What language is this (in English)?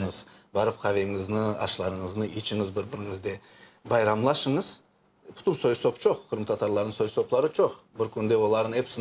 Crimean Tatar